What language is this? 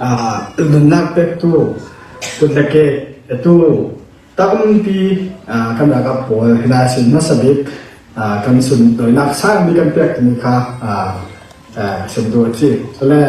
Falam Chin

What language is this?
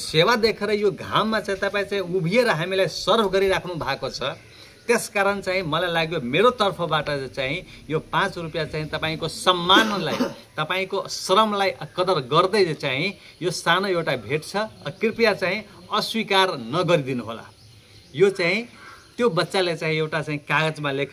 Nepali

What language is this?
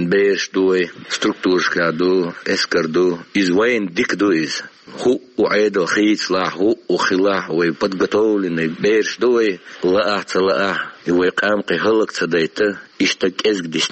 Chechen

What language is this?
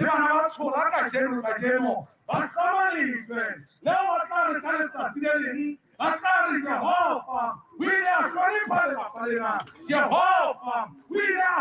Southern Sotho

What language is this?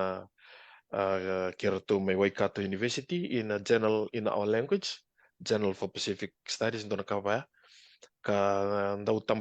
Fijian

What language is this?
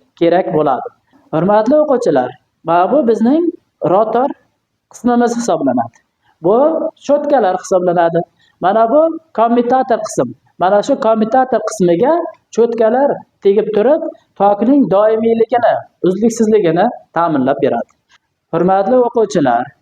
Uzbek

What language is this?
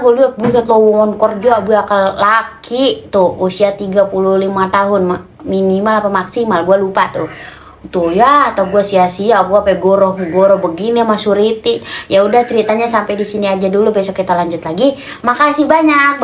Betawi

